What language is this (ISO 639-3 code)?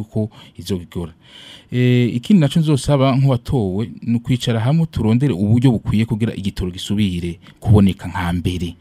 run